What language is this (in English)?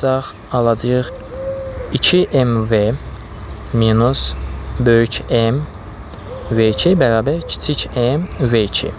Azerbaijani